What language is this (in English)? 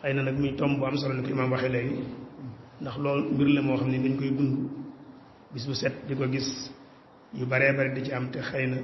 Wolof